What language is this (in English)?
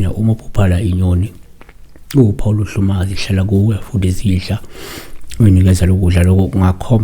Zulu